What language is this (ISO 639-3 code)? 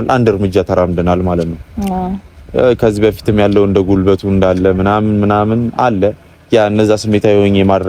amh